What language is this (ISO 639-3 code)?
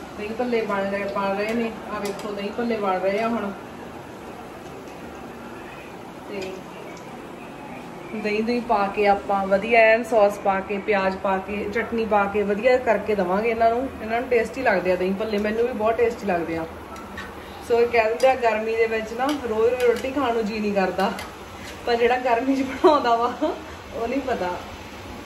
pan